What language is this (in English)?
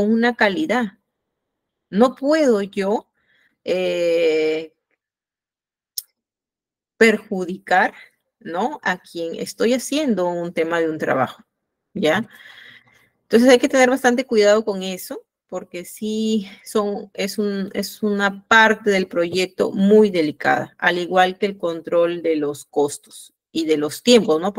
Spanish